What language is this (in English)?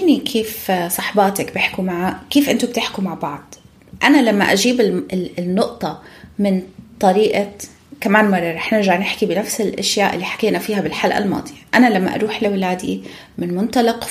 North Levantine Arabic